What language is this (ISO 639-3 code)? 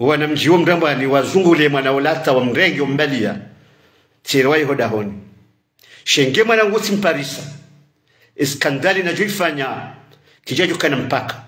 zdj